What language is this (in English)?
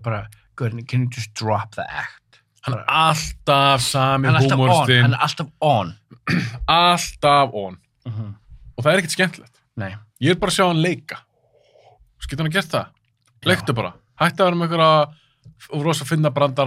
Icelandic